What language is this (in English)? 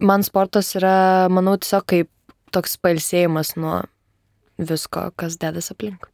Lithuanian